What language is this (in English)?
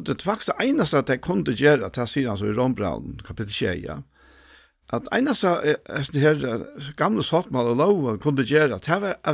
Faroese